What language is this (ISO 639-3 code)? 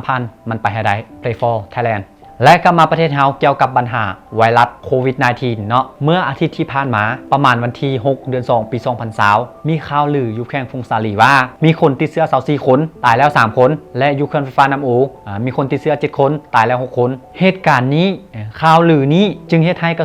lao